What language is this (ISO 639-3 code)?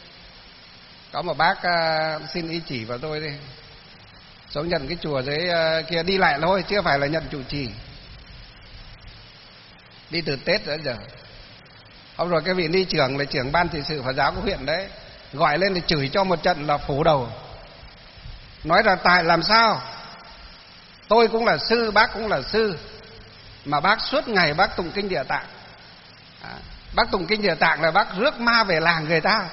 vie